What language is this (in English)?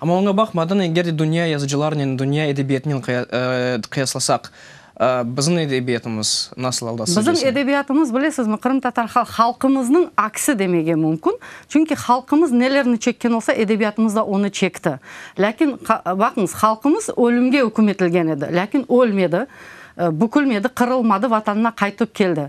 Crimean Tatar